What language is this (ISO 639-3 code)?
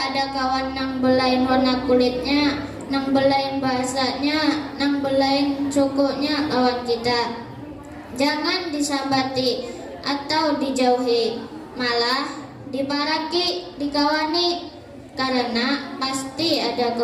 bjn